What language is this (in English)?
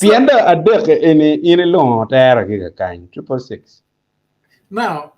Acoli